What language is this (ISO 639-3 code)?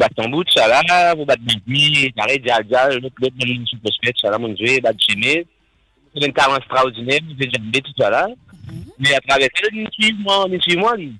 mfe